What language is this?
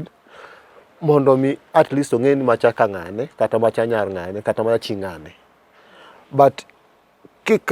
Luo (Kenya and Tanzania)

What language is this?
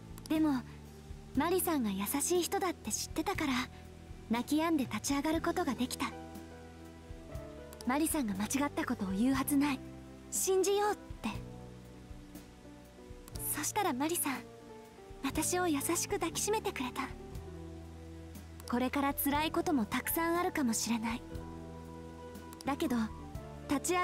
Japanese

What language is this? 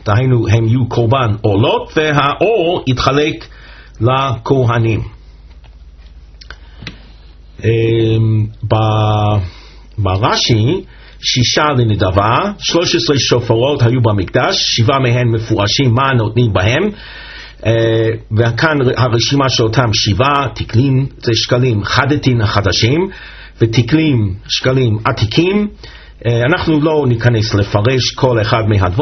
Hebrew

